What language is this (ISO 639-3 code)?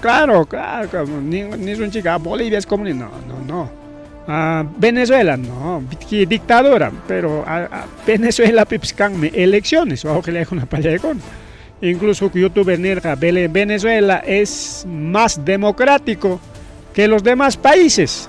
quy